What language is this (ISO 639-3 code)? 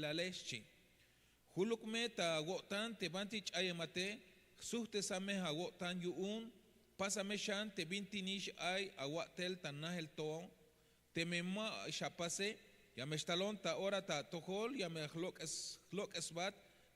tzh